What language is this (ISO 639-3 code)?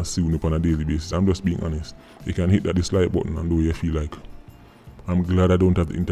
jam